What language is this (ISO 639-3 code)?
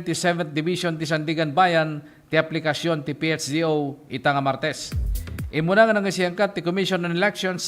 ilo